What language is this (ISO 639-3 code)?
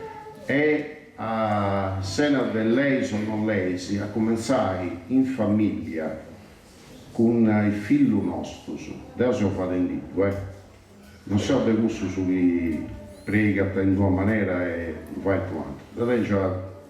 srd